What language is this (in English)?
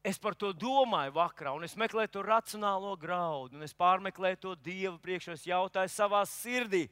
Latvian